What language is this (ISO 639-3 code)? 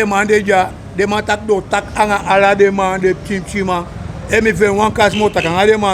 srn